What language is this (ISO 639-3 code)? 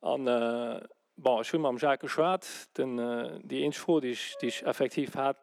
ltz